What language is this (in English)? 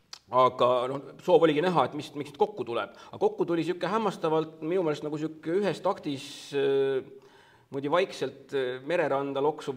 Estonian